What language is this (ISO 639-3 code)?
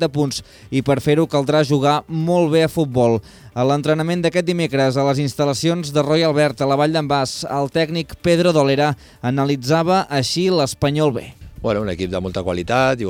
cat